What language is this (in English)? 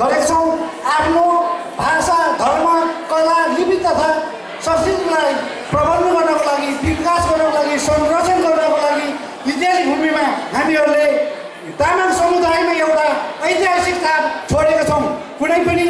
Nepali